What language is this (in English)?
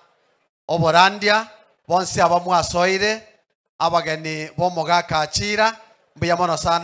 Gusii